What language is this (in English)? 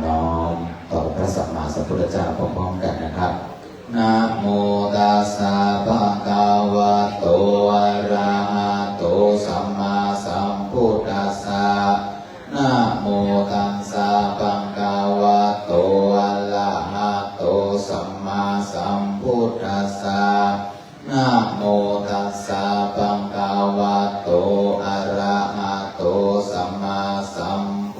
Pali